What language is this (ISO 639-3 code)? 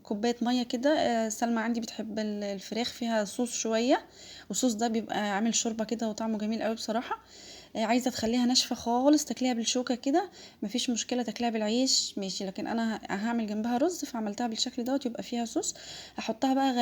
arz